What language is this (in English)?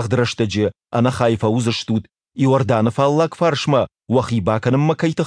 Ossetic